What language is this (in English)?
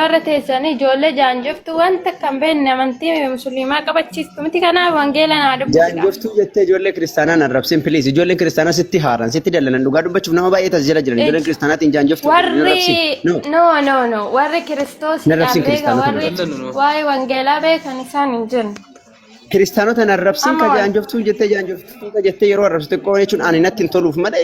Oromo